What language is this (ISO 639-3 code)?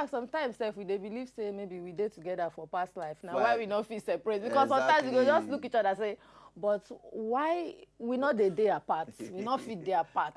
pcm